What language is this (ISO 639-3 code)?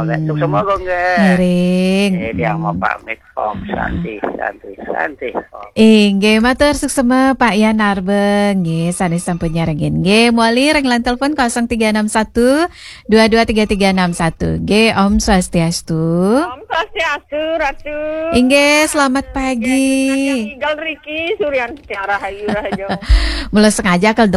ban